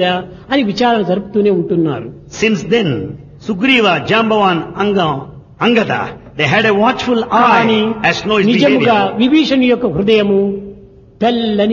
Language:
Telugu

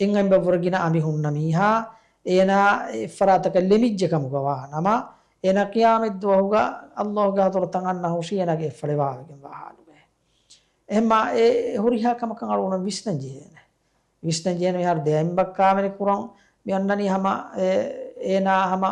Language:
Divehi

